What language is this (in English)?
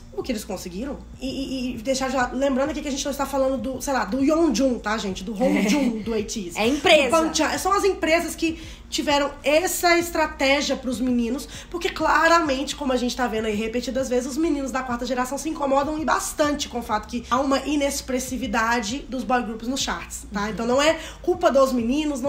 Portuguese